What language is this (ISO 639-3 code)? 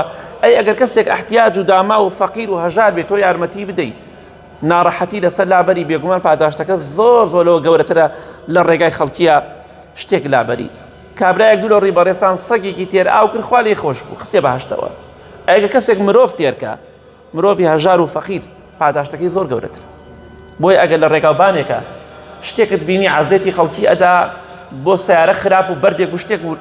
ckb